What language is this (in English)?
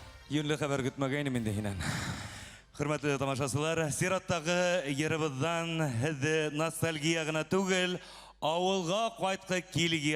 Bashkir